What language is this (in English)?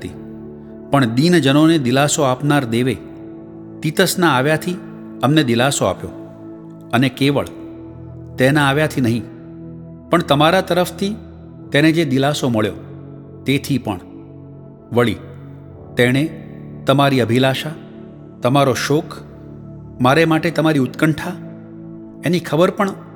Gujarati